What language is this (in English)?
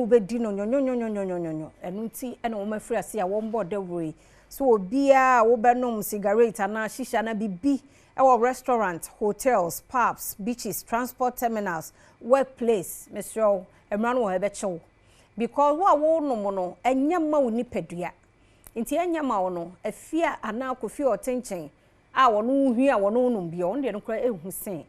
Akan